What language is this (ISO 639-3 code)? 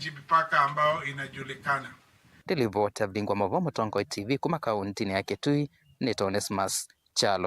kam